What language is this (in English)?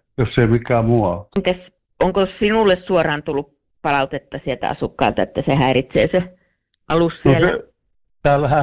Finnish